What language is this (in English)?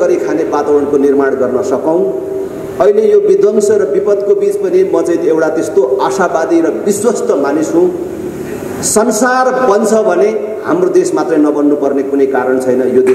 Nepali